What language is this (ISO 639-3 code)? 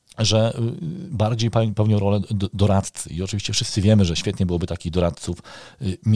pol